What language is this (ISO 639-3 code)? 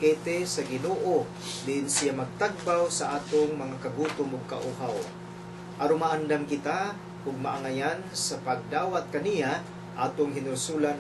ceb